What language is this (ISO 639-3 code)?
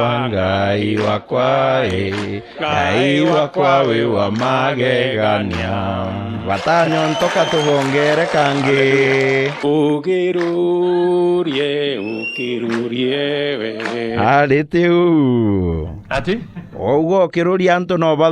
mer